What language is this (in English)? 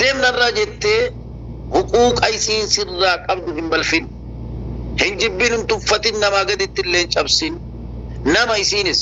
Oromo